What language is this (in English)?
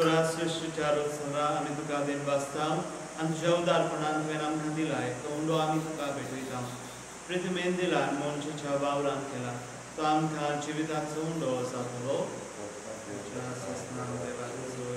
Konkani